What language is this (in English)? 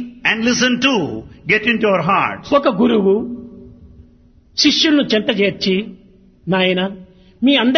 Telugu